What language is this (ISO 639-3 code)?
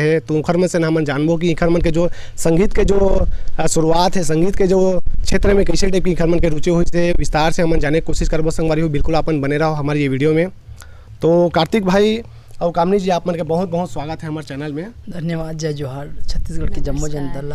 hne